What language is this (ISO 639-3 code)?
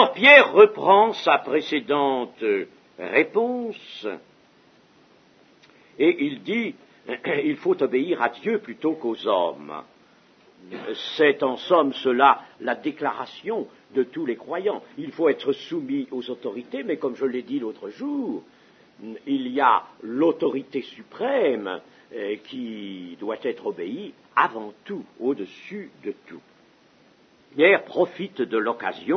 fra